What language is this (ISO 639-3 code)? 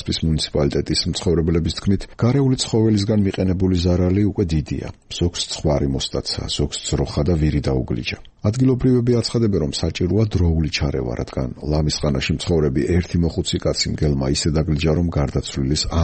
kat